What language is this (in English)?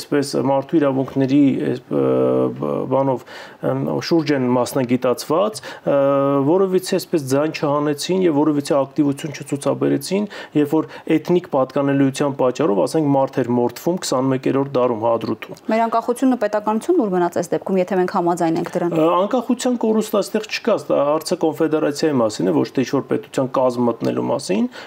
Armenian